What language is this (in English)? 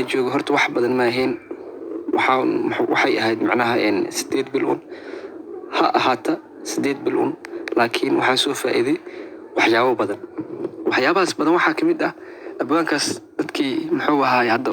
Somali